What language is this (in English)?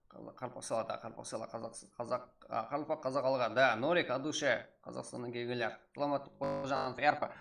Kara-Kalpak